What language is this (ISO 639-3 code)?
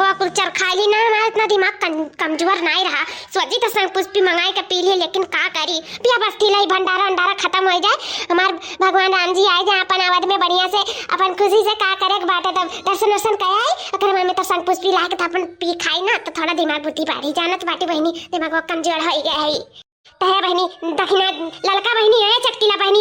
awa